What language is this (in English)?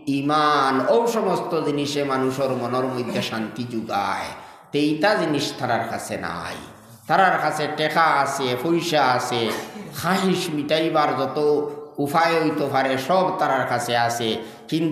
Sylheti